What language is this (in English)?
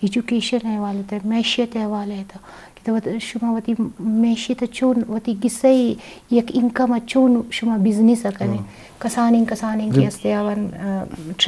Eastern Balochi